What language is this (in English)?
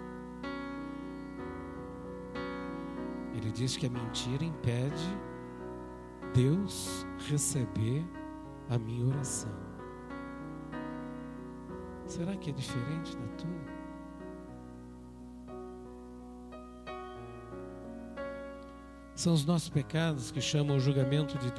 Portuguese